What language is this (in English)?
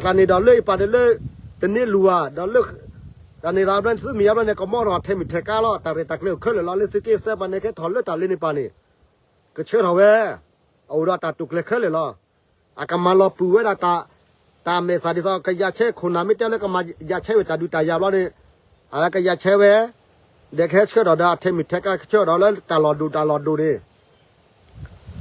S'gaw Karen